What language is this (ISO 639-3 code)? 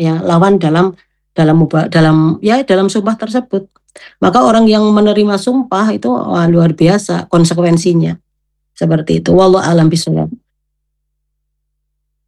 ind